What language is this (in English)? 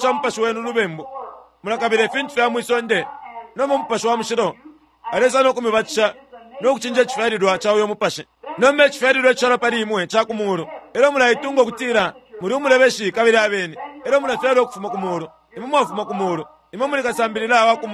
Bemba